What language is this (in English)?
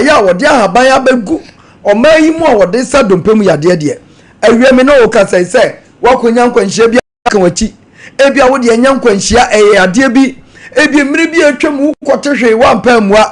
Akan